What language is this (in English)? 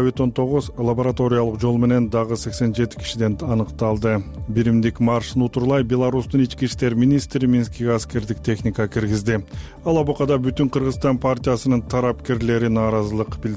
Kyrgyz